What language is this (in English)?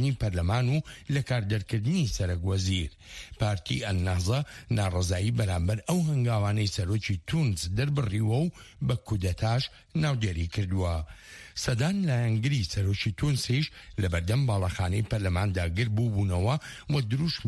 Central Kurdish